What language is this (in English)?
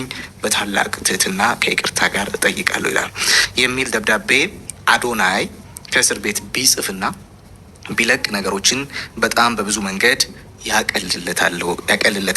Amharic